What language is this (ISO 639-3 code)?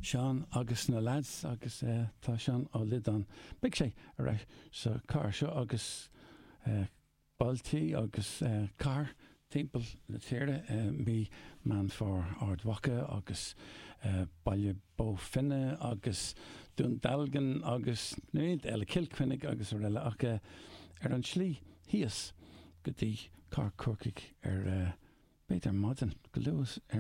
gle